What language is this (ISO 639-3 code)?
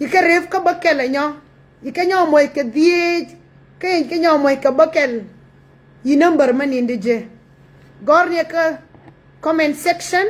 nus